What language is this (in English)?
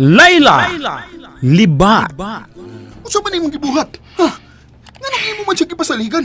Cebuano